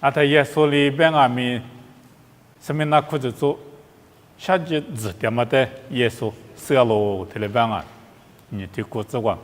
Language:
Lisu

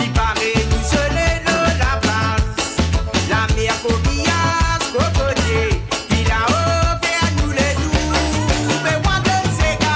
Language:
Morisyen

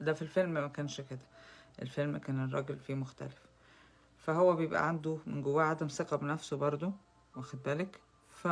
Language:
Egyptian Arabic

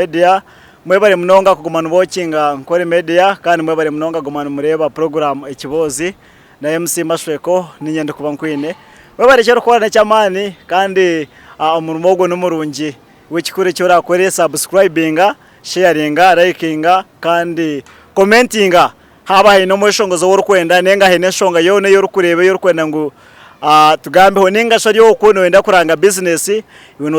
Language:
Nyankole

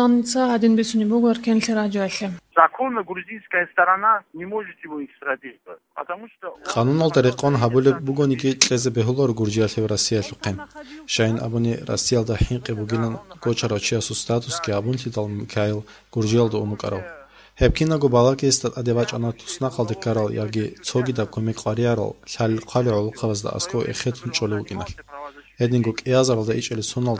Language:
Avaric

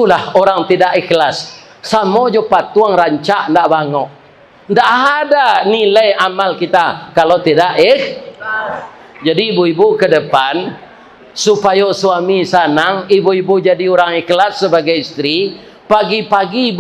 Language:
Minangkabau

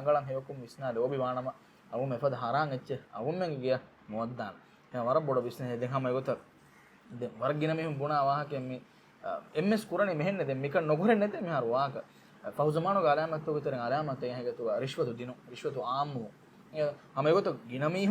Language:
Divehi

